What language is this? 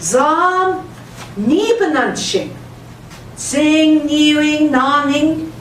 Central Ojibwa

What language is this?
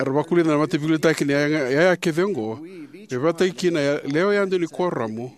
Fijian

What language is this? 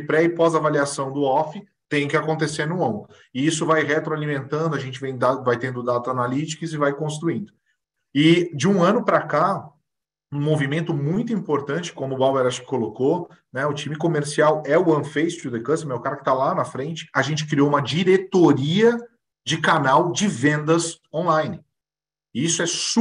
Portuguese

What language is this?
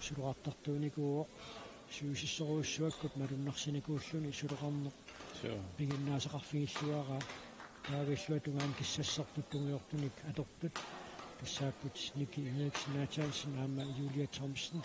Kalaallisut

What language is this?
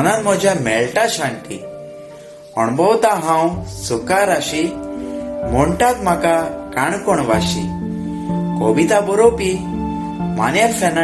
Konkani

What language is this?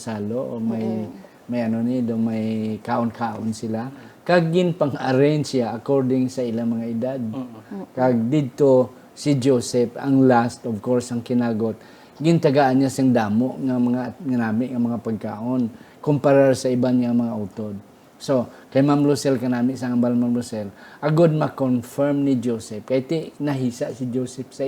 Hiligaynon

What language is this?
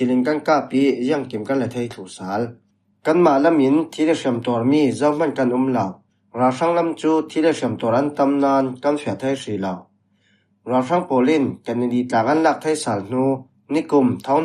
Falam Chin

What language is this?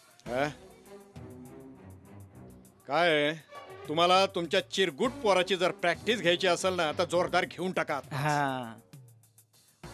Marathi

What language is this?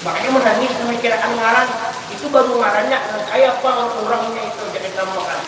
Banjar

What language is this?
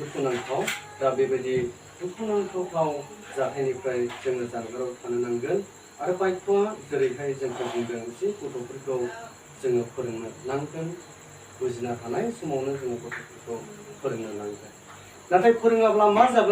Bodo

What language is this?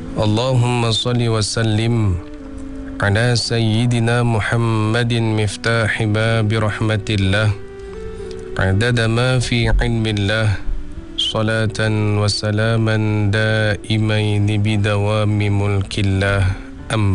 Malay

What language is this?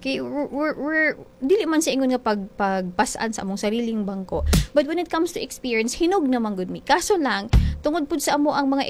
Cebuano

